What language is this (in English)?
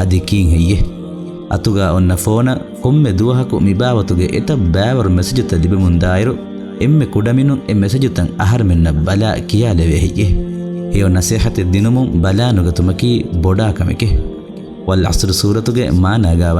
Divehi